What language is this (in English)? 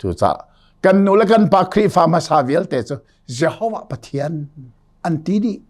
Hakha Chin